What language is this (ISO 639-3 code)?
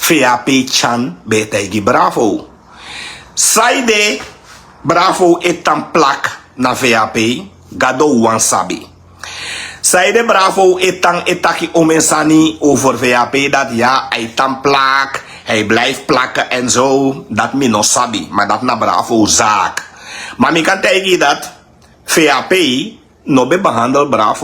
srn